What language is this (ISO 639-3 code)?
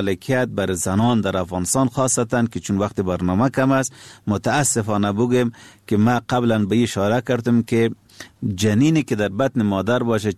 fas